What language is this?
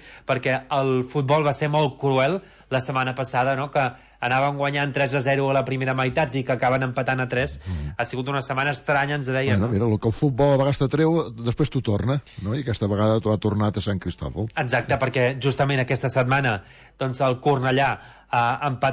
Catalan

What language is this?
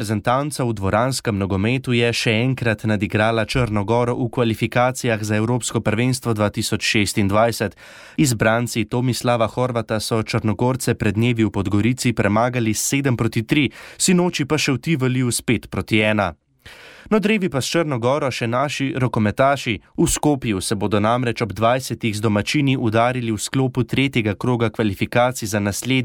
Slovenian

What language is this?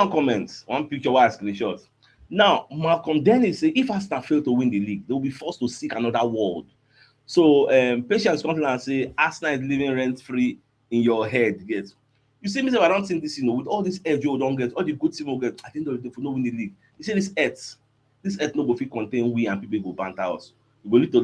Nigerian Pidgin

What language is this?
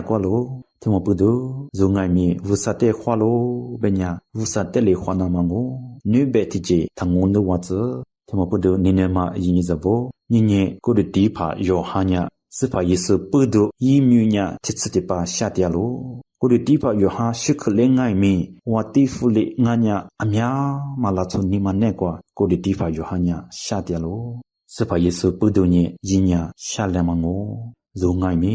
Lisu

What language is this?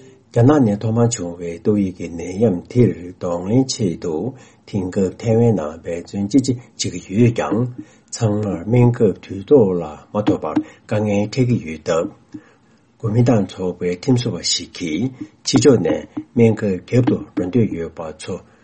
Tibetan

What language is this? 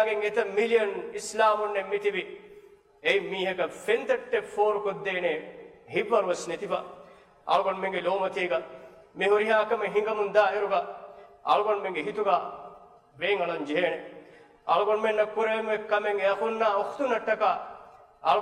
Divehi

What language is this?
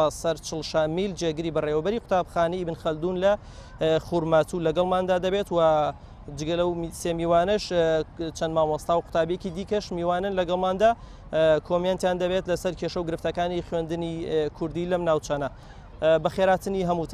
Central Kurdish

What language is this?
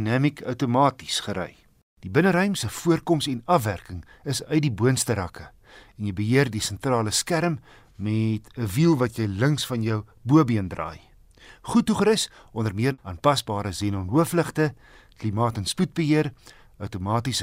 Afrikaans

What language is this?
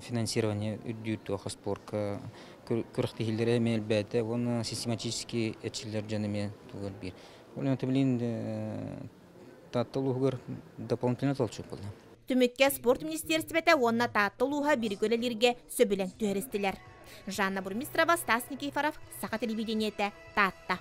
Yakut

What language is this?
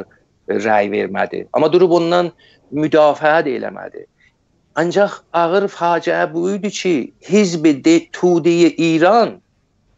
South Azerbaijani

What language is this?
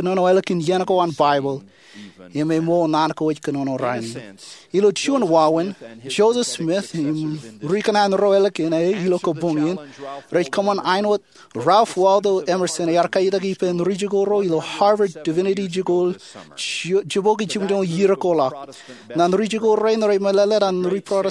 Marshallese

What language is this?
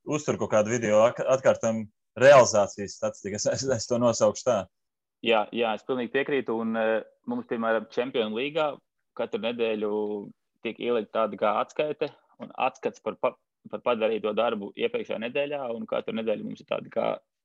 Latvian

